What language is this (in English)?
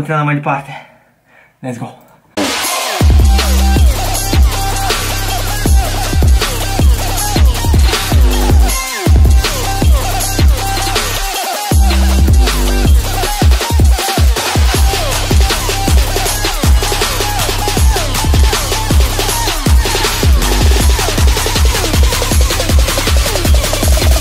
Romanian